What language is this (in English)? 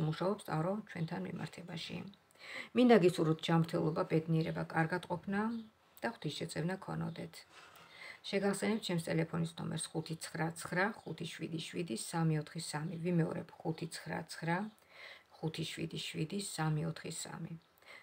Georgian